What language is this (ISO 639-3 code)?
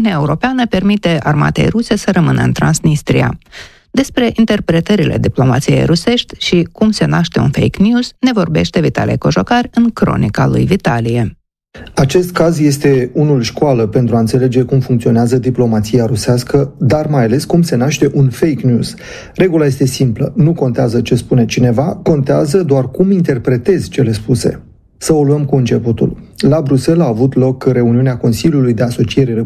ron